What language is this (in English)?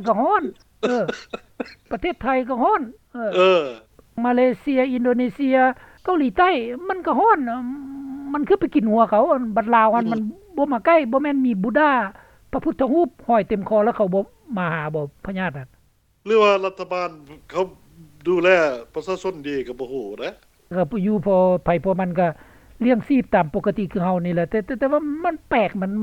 Lao